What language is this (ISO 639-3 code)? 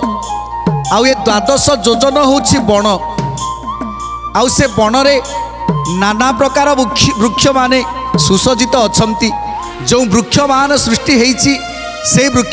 ori